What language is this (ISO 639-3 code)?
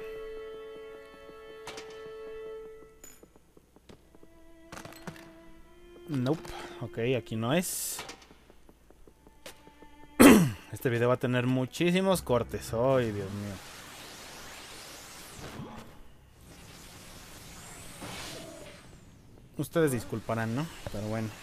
spa